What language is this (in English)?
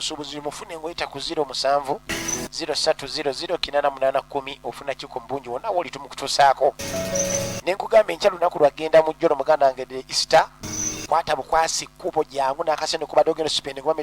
Ganda